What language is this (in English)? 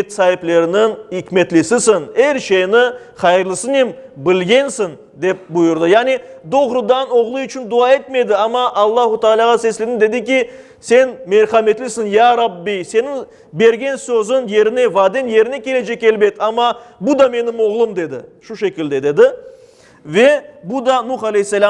Crimean Tatar